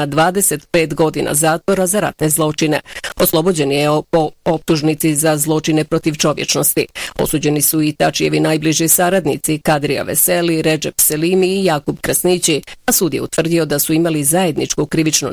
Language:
Bosnian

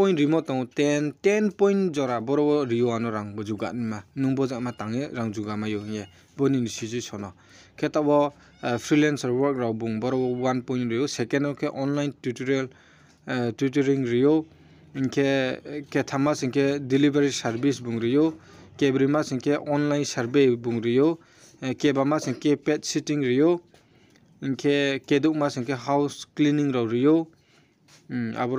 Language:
Riang (India)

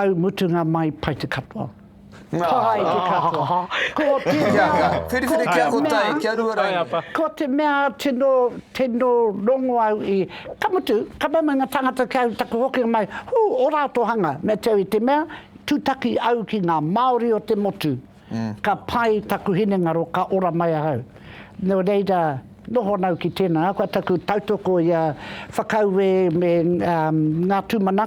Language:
Māori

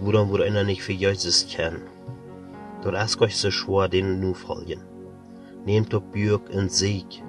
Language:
Plautdietsch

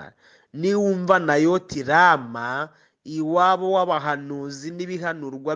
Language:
Kinyarwanda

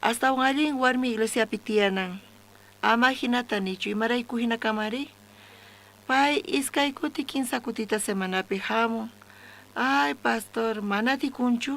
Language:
South Bolivian Quechua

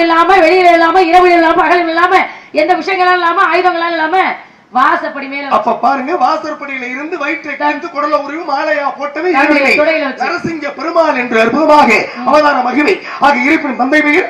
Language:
Tamil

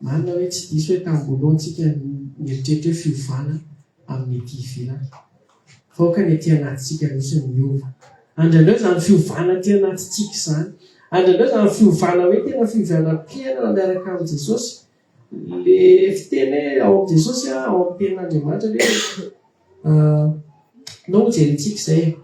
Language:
Malagasy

